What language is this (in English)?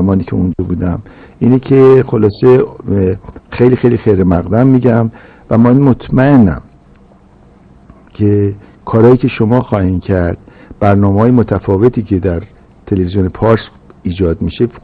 Persian